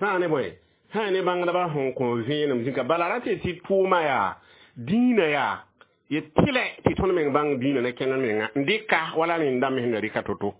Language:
Mossi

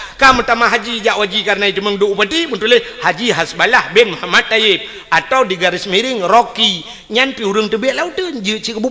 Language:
Achinese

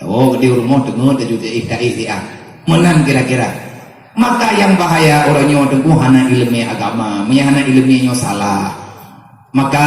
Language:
Achinese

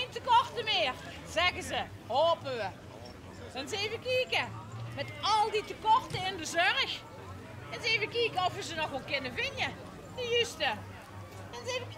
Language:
Limburgish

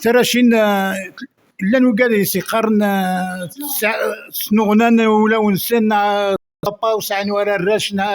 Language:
Kabyle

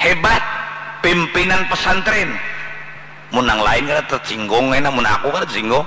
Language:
Banjar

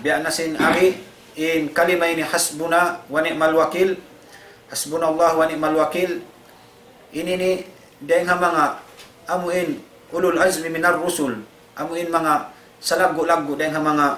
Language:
Tausug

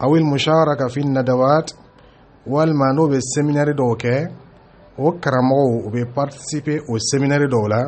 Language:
Dyula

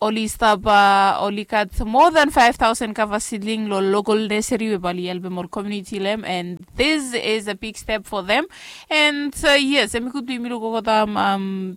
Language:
Bislama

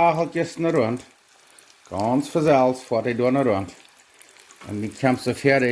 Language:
Plautdietsch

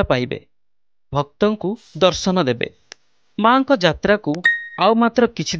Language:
Odia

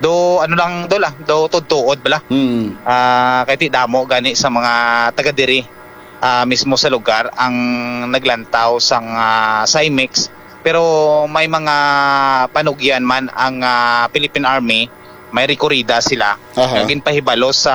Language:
Hiligaynon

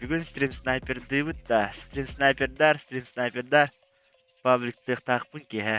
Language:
Yakut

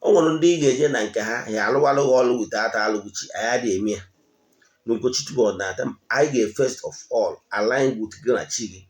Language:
Igbo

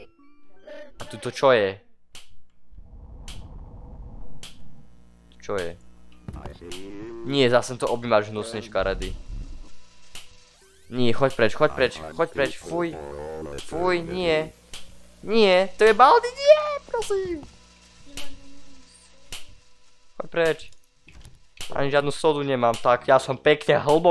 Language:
Slovak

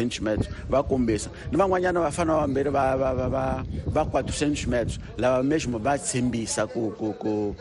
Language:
Tsonga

